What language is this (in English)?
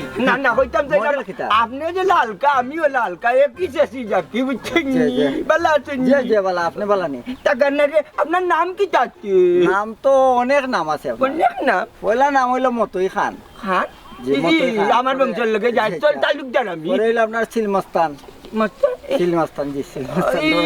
Sylheti